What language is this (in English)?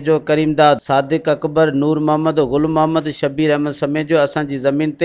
Sindhi